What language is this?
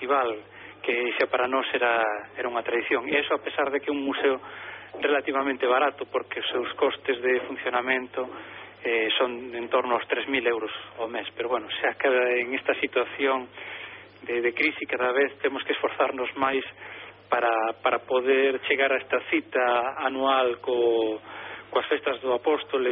Galician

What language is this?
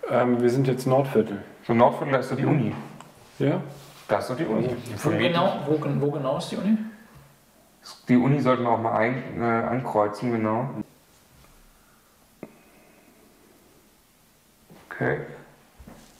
German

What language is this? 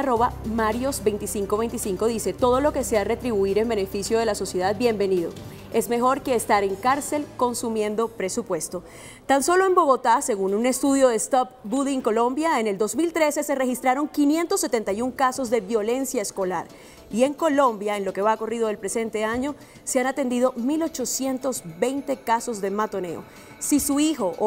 Spanish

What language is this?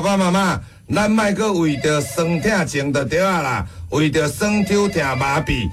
Min Nan Chinese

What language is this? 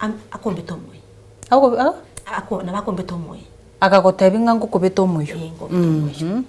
Gusii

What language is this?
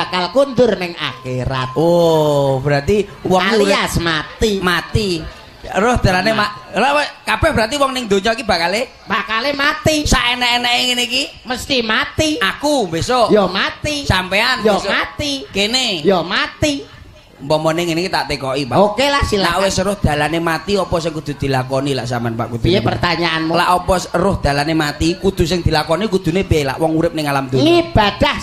Javanese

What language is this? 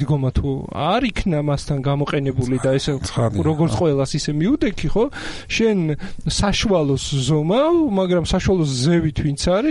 Georgian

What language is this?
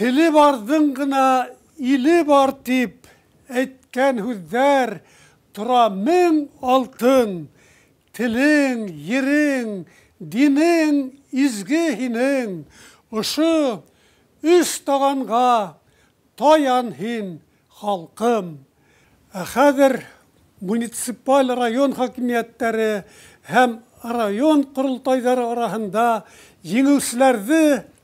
Bashkir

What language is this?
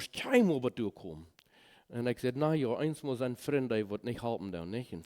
Plautdietsch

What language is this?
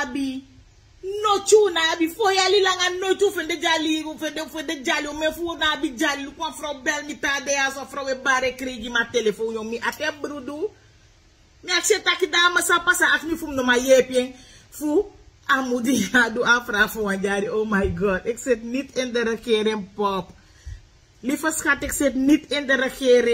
Sranan Tongo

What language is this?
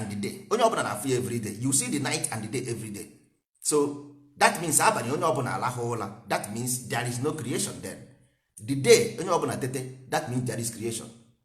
Igbo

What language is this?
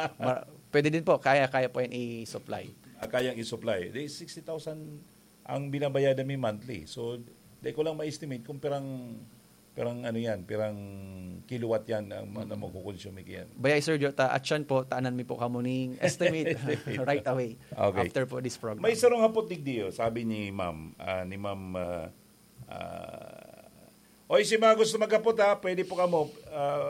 Bikol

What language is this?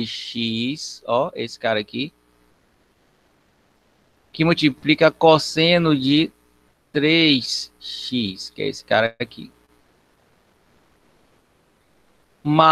Portuguese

